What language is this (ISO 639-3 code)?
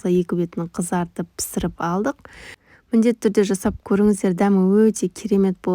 kaz